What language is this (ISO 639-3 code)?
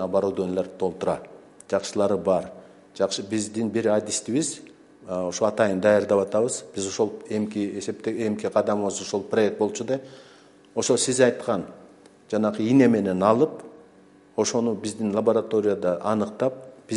kir